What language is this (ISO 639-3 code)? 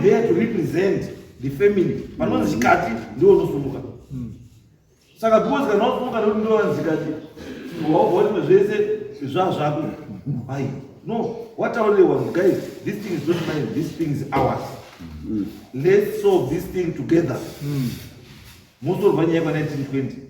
sna